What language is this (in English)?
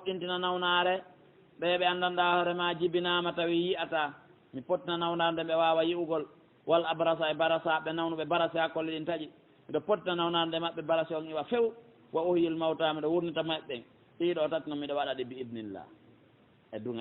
Pular